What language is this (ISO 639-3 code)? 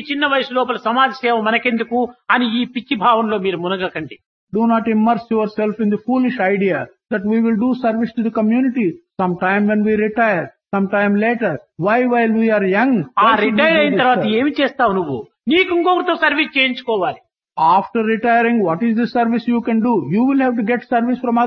tel